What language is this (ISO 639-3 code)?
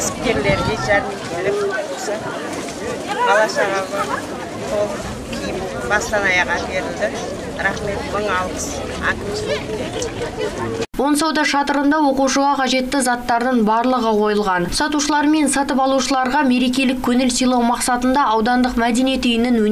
kaz